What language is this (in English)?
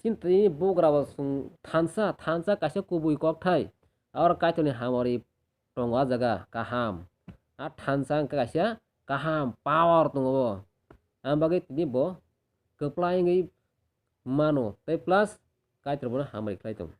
Kok Borok